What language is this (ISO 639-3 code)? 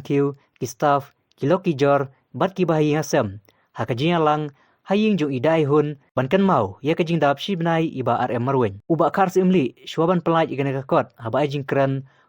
kha